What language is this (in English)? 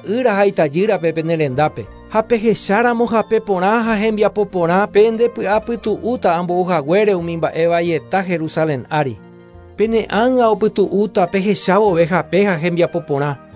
Guarani